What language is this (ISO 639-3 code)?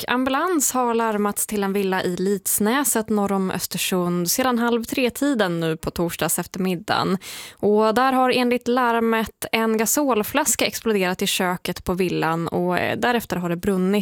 swe